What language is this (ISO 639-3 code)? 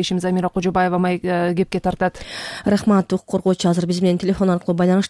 kir